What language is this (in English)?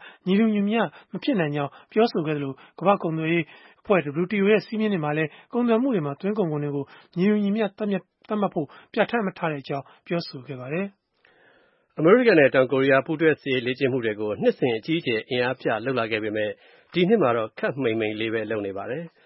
Burmese